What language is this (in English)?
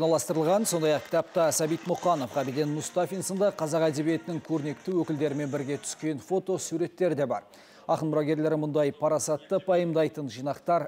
Kazakh